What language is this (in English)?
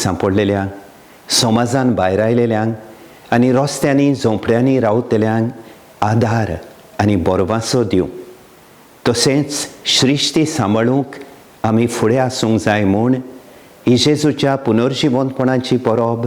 Konkani